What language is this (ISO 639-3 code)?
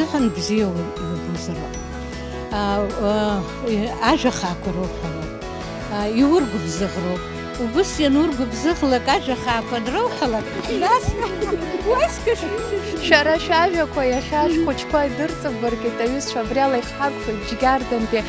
abk